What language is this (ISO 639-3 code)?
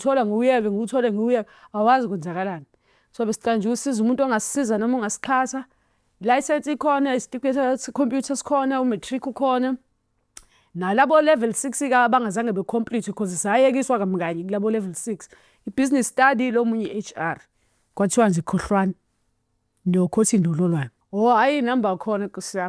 zul